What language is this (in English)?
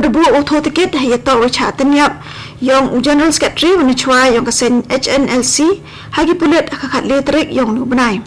Khasi